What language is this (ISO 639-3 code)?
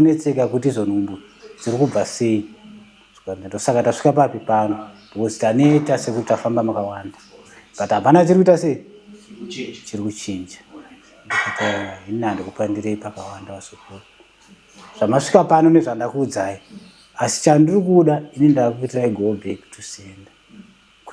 sna